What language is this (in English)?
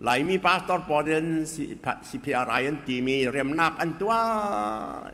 Falam Chin